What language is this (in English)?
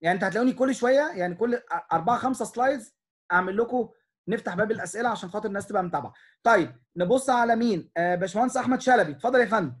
Egyptian Arabic